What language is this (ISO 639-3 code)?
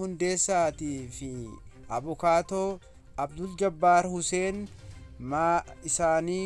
orm